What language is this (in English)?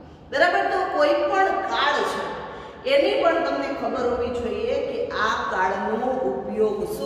Gujarati